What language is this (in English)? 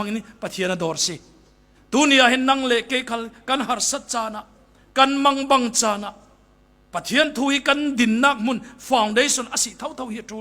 Falam Chin